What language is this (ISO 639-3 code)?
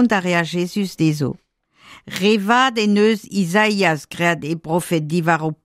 bre